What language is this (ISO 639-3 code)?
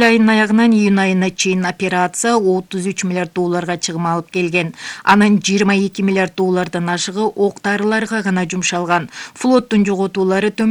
kir